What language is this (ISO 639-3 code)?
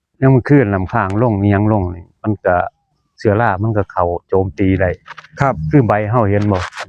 tts